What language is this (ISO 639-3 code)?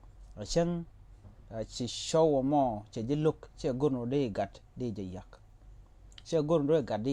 nus